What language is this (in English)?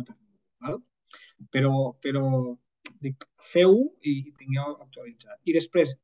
Catalan